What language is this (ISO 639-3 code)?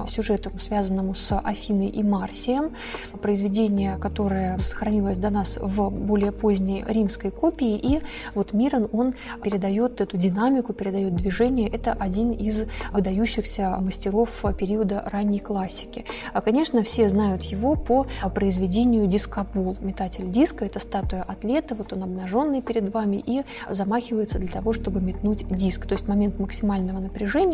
rus